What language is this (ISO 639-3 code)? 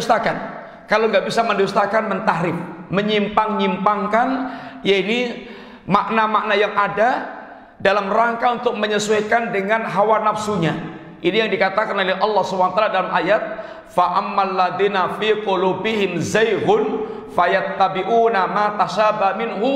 ind